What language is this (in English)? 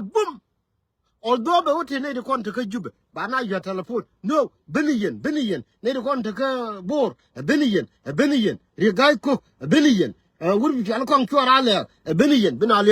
Nuer